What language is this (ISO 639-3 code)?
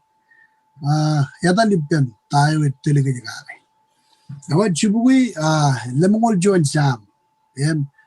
mah